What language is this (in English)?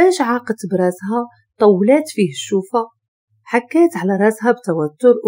Moroccan Arabic